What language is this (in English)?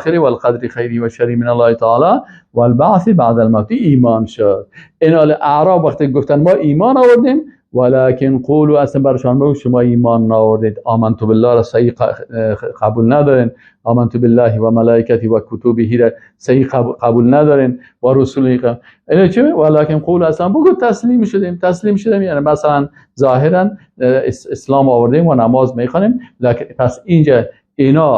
Persian